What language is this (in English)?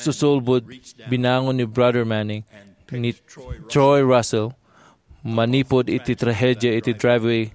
Iloko